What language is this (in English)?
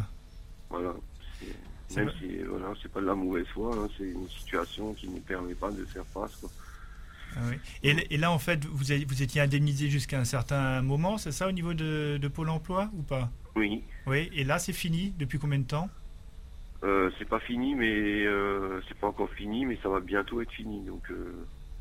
French